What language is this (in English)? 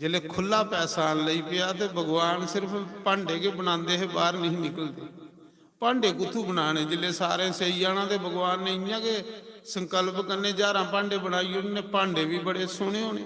Dogri